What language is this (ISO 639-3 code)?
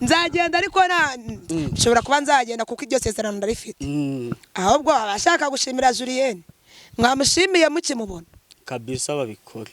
kin